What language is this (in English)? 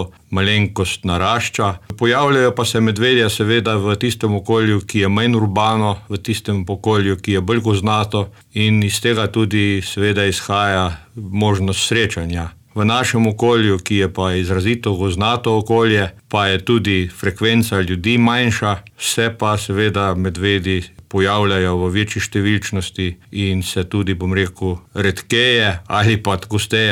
Slovenian